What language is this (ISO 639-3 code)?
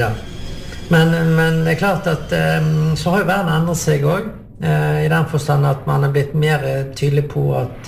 nor